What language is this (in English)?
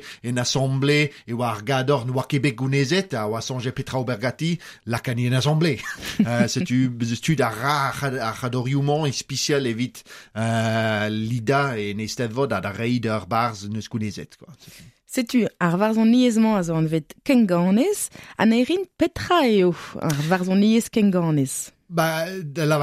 Breton